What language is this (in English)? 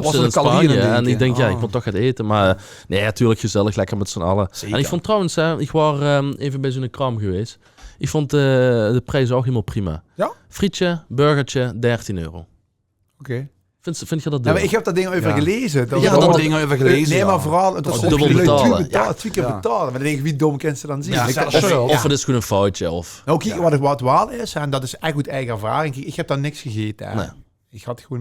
Limburgish